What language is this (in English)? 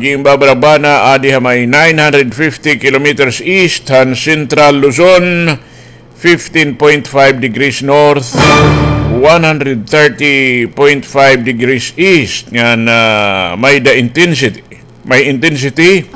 Waray